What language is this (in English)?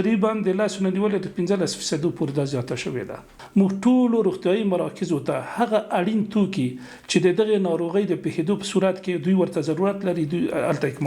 Pashto